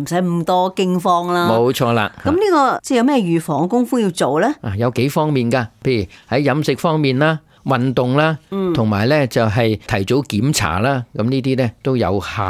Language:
Cantonese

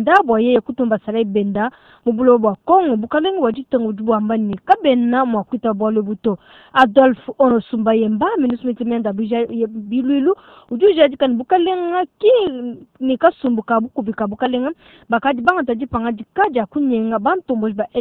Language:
Luba-Lulua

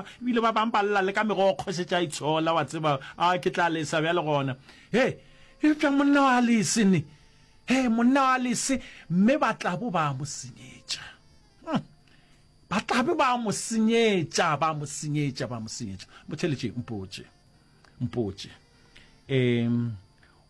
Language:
Northern Sotho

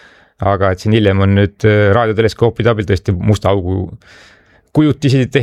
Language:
Estonian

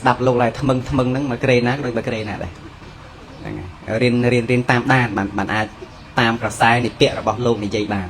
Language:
Khmer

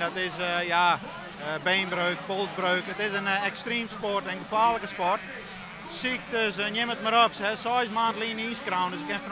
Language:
Western Frisian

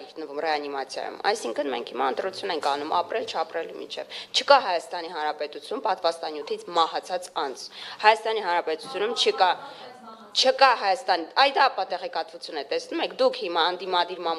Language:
Armenian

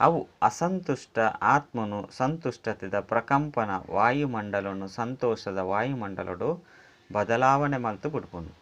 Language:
Tulu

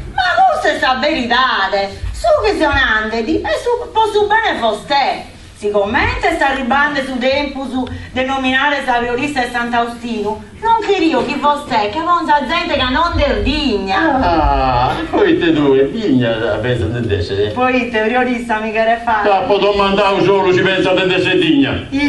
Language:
Sardinian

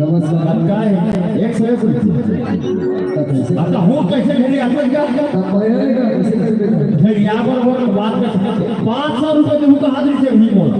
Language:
Chhattisgarhi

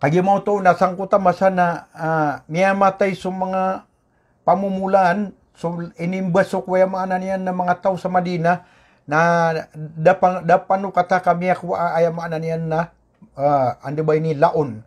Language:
Maranao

